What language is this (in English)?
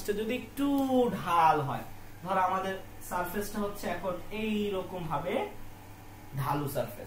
Bangla